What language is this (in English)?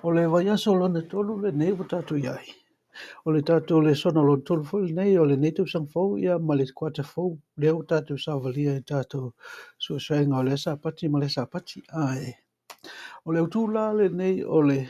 Samoan